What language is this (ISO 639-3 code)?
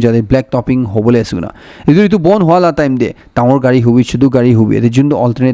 nag